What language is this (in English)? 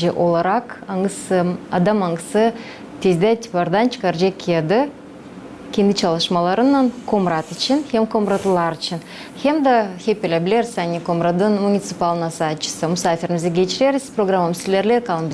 Gagauz